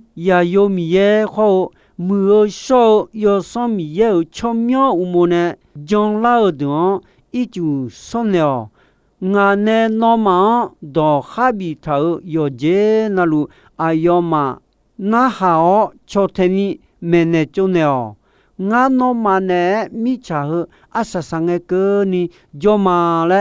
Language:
Akha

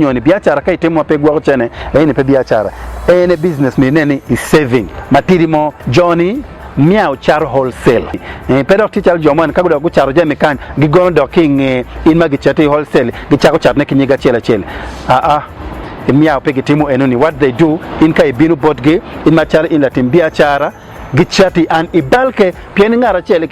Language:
Acoli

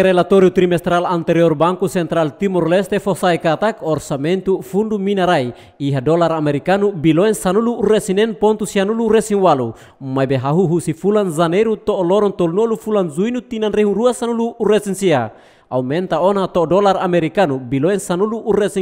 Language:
Tetum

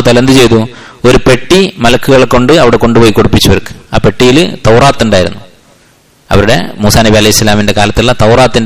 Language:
Malayalam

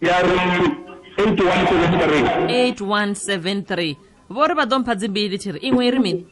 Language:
Venda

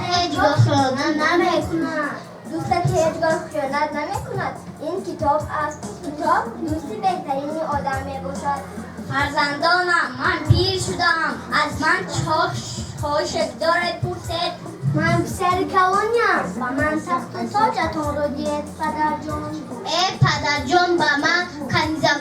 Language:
Tajik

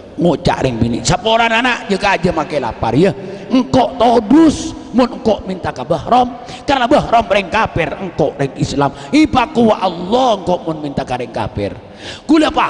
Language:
Madurese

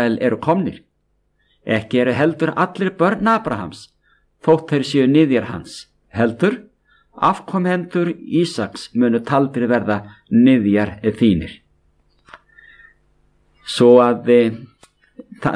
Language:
Icelandic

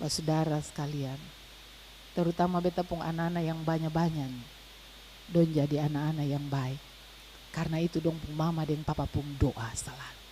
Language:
Ambonese Malay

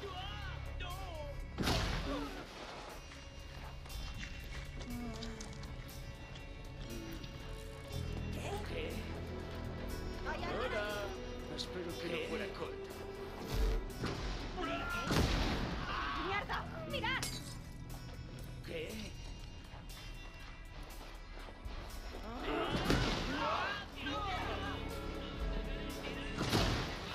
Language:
Spanish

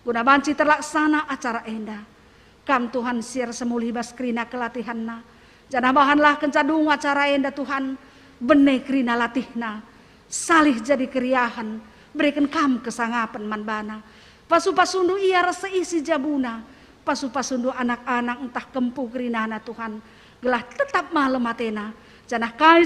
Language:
Batak Karo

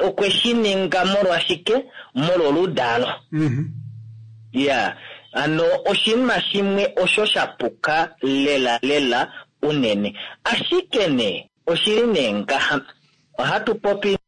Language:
Kuanyama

